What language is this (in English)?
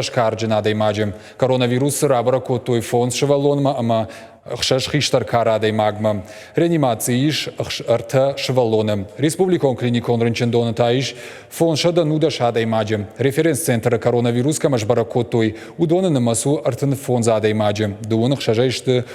Ossetic